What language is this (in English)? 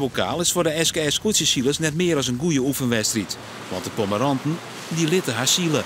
Western Frisian